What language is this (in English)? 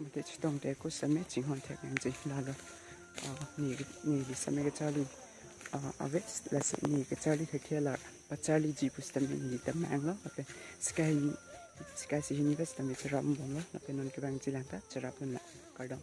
Karbi